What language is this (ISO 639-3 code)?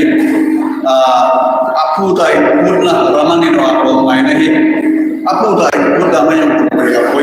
hmr